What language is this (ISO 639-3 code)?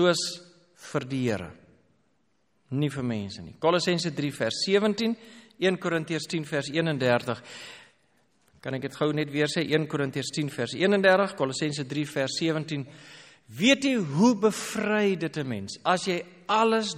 afr